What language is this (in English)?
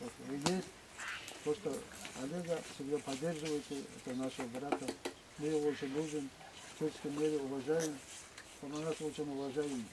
Chuvash